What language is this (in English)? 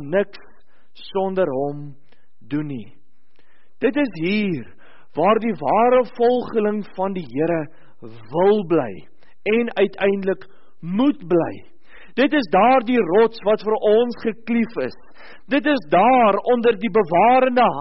Afrikaans